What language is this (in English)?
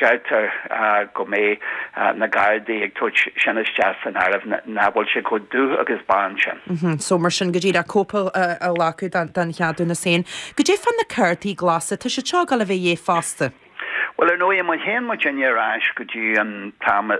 Irish